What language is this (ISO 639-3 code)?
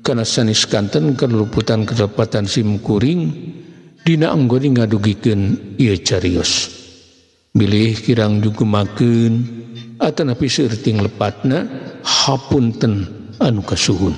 sun